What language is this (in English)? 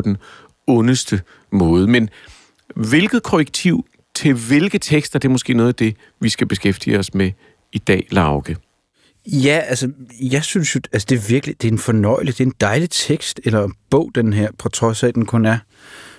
Danish